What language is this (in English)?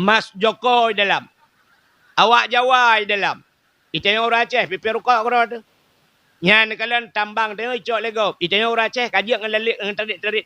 Achinese